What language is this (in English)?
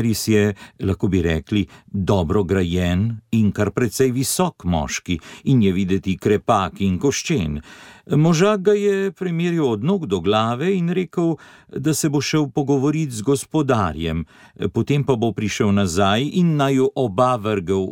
Slovenian